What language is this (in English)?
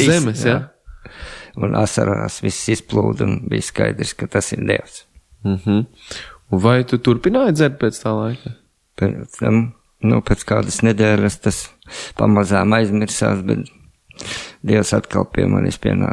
Latvian